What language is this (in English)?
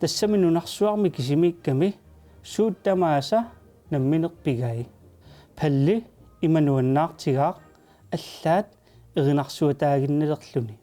Kalaallisut